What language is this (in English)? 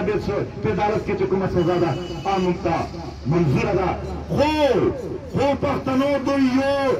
Pashto